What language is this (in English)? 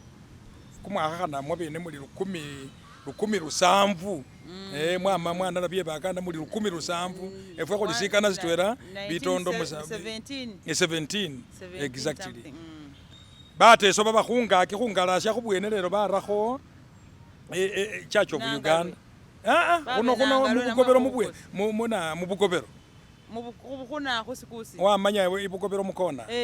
Masaaba